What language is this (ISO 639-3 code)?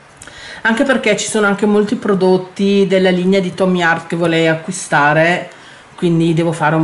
ita